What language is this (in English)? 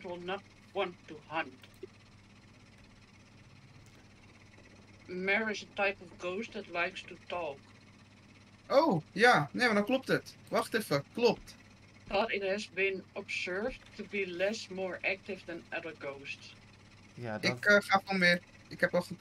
Dutch